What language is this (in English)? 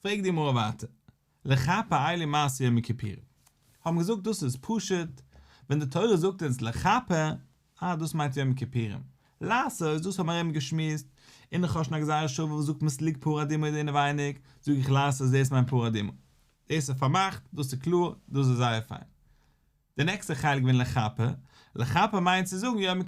Yiddish